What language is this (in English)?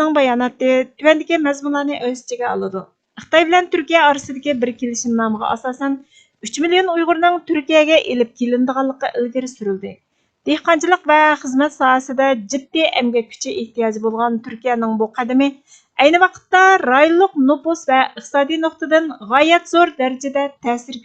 Uyghur